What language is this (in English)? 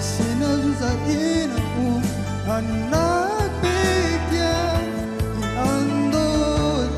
Hakha Chin